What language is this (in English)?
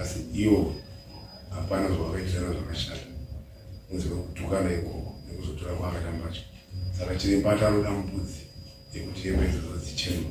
Shona